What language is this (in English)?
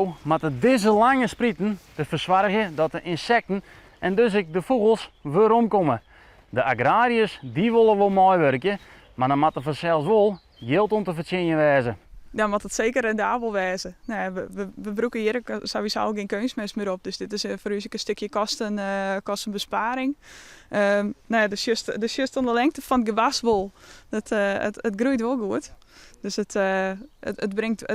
Western Frisian